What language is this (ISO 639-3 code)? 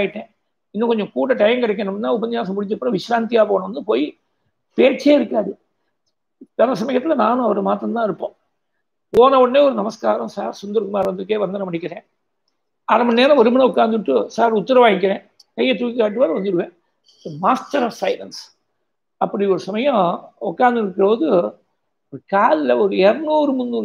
tam